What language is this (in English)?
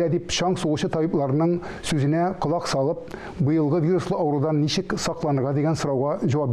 Tatar